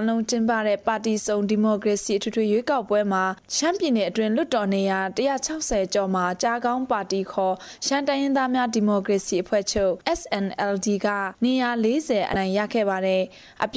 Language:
Burmese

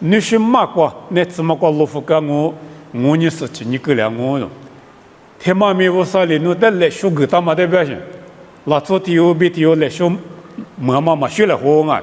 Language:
Lisu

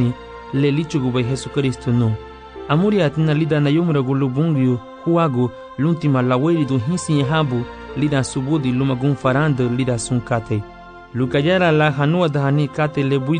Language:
Garifuna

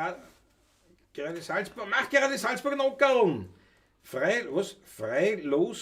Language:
Bavarian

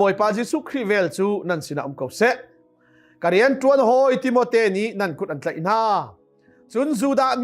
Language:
Hakha Chin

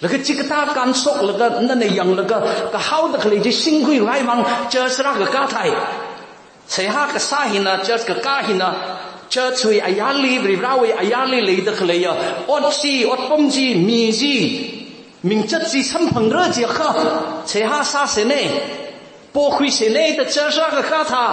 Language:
Tangkhul Naga (India)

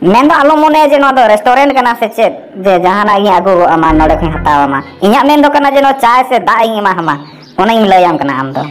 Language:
Santali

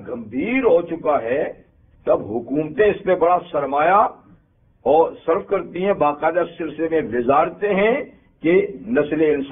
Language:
Urdu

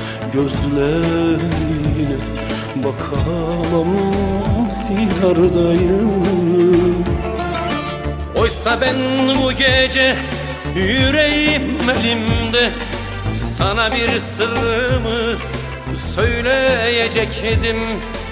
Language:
Turkish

